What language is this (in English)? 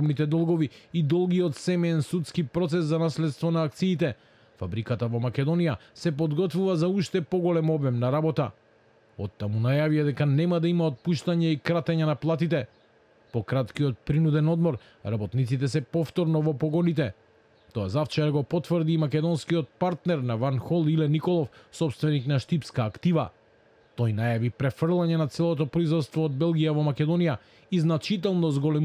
Macedonian